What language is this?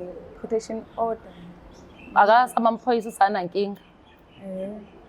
Zulu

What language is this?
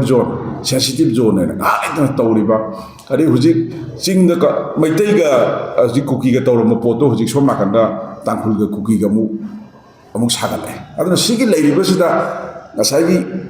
Manipuri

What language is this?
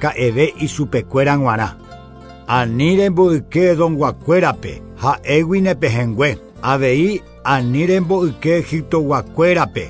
Guarani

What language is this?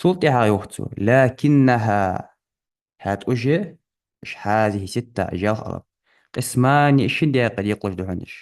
Ingush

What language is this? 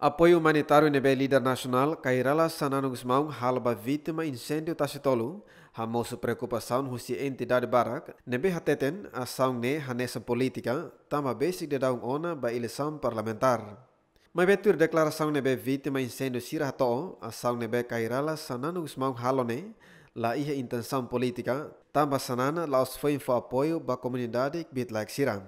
Tetum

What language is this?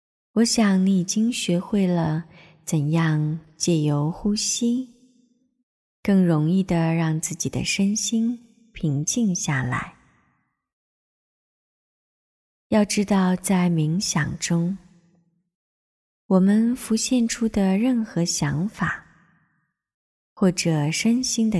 Chinese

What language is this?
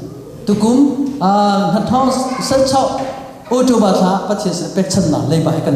Hakha Chin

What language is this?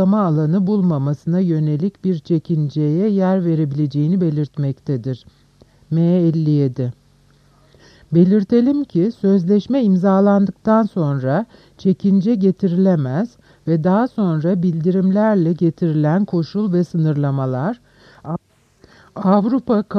Turkish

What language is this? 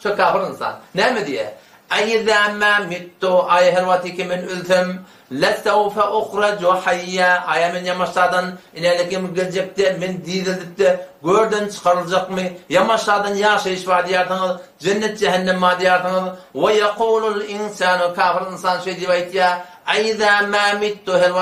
Turkmen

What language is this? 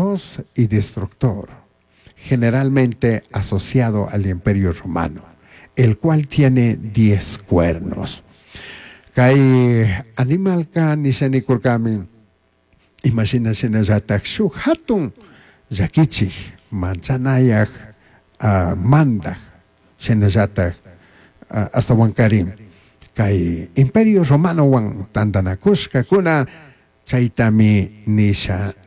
Chimborazo Highland Quichua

